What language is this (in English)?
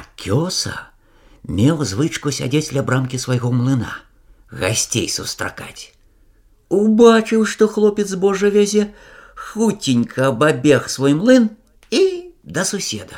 Belarusian